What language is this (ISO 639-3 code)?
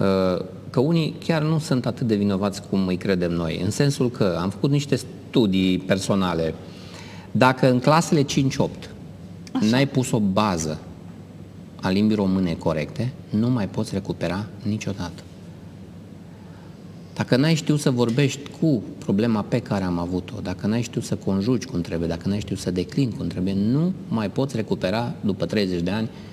ron